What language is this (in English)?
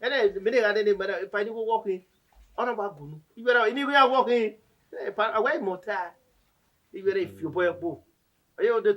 Bini